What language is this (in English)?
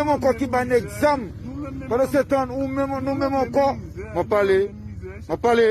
Haitian Creole